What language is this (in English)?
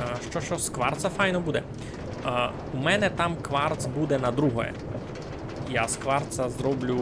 Rusyn